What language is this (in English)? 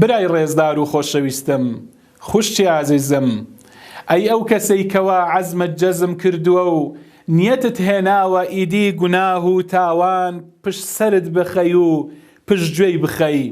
Central Kurdish